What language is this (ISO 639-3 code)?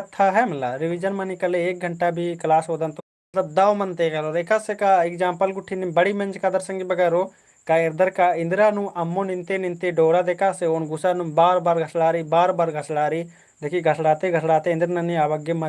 kru